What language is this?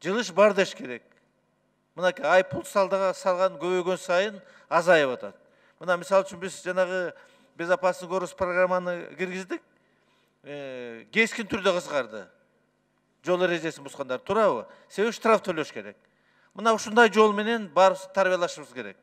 Kyrgyz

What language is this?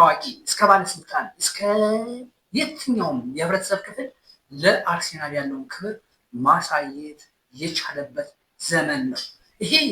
Amharic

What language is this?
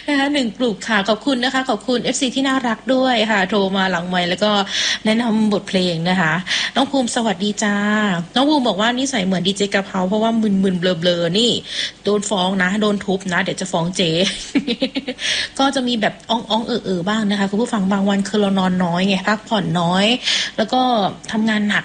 Thai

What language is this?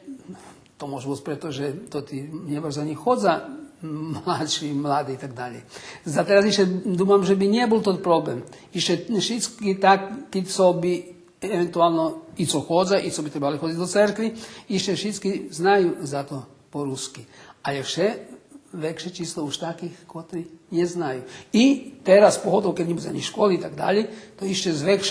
Rusyn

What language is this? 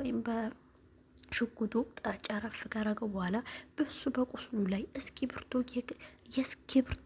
Amharic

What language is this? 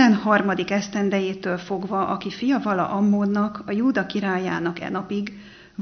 Hungarian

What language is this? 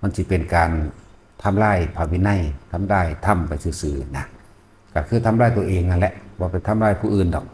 Northeastern Thai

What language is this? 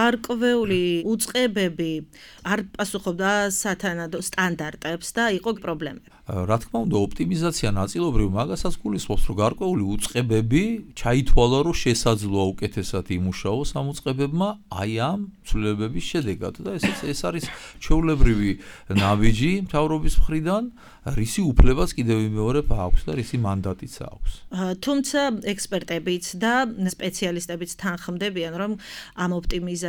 Georgian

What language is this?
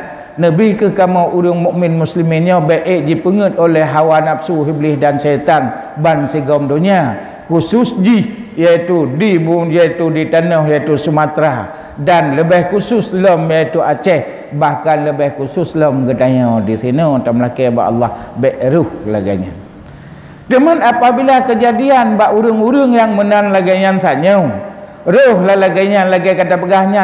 Achinese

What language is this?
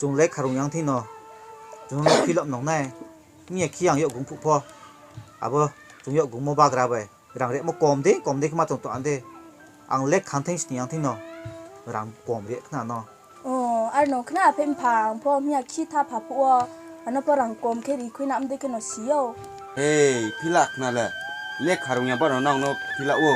Riang (India)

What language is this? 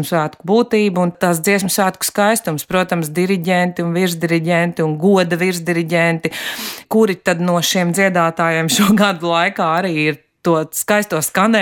Latvian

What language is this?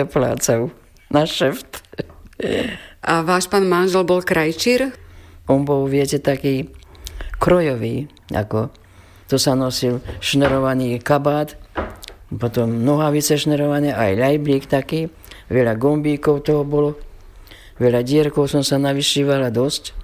Slovak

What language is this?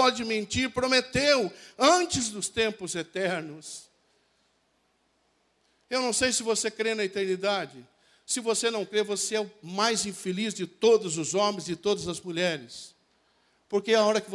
Portuguese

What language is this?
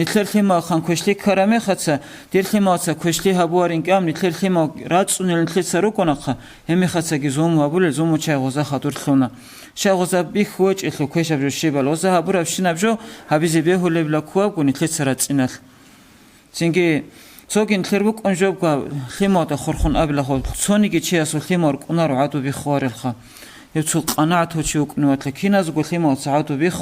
Avaric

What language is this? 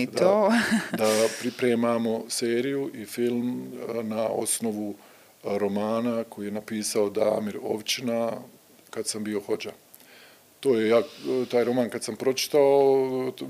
Serbian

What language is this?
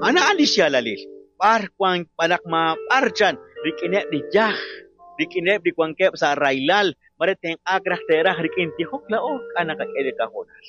Kekchí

